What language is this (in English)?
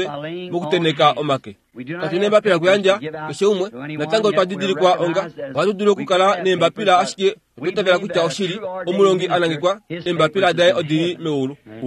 Kuanyama